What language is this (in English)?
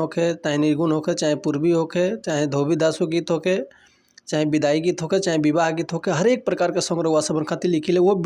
Bhojpuri